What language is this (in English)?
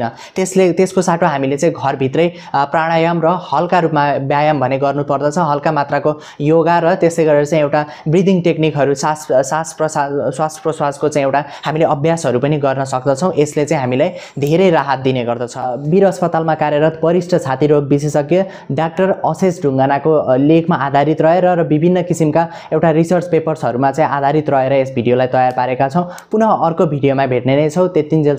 Nepali